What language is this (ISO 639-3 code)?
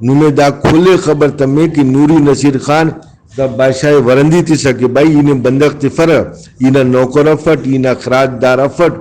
brh